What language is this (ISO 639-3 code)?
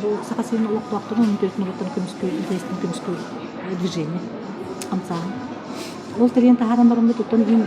sah